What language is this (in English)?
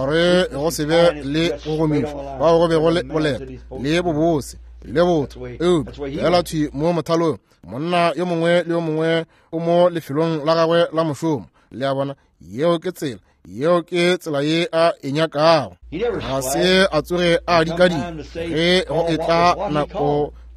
Northern Sotho